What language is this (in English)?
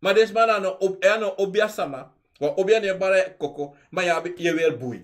Sranan Tongo